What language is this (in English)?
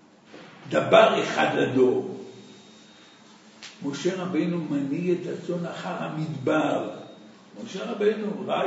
Hebrew